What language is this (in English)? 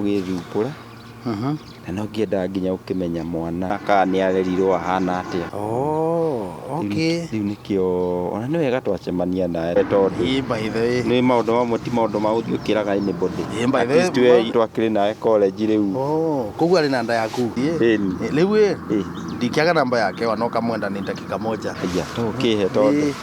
Kikuyu